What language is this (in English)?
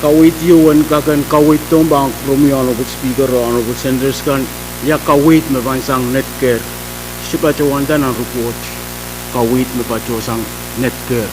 Pohnpeian